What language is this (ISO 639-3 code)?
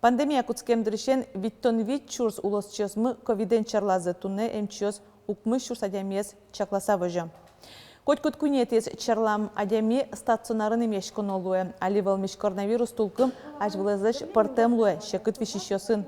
udm